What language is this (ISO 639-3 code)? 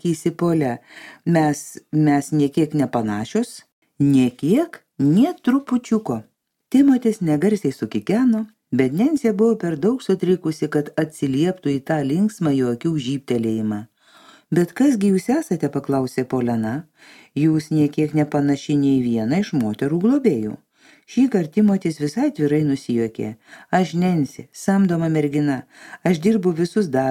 lit